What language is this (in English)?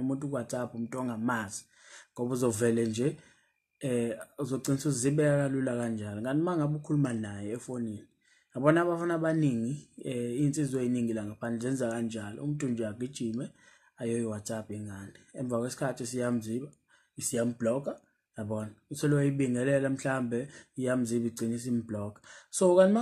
Zulu